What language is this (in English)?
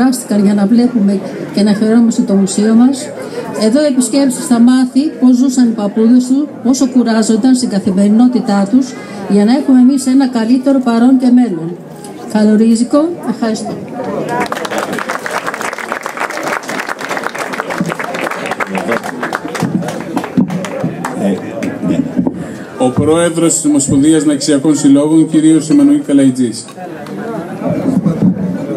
Greek